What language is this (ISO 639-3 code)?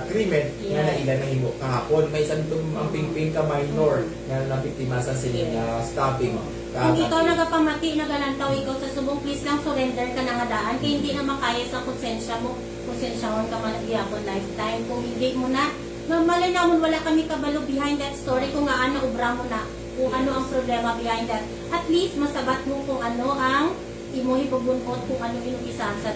hil